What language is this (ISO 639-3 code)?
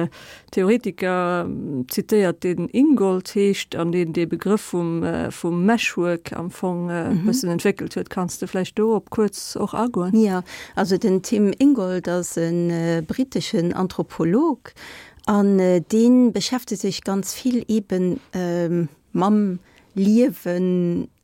ltz